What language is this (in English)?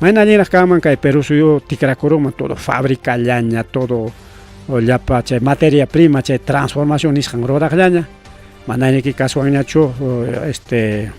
Ayacucho Quechua